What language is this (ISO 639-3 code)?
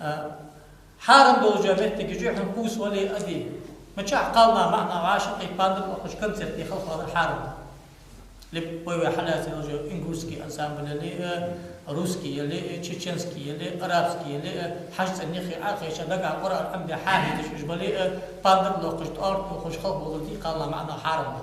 inh